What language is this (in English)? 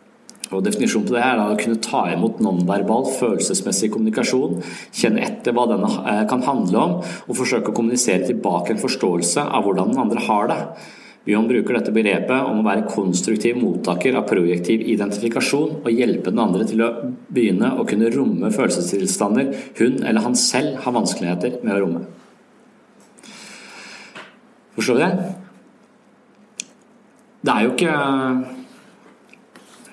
Norwegian